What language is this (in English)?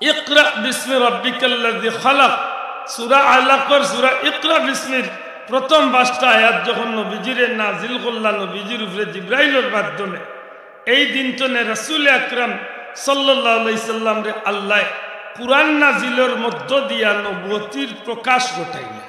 Sylheti